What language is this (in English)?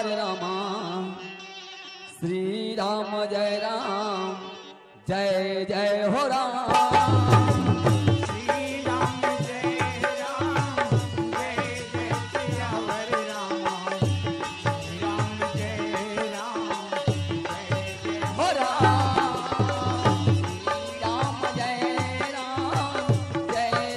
Chhattisgarhi